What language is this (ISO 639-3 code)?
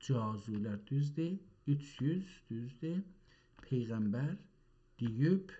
azb